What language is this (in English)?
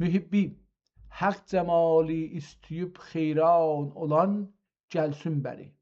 South Azerbaijani